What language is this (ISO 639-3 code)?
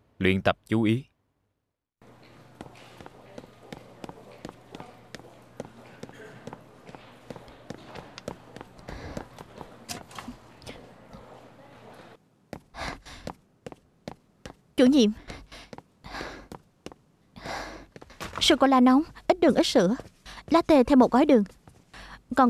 vie